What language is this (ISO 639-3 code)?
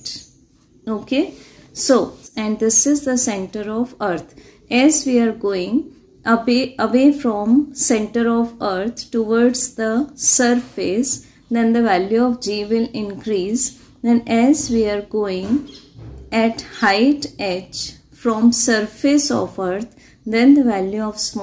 eng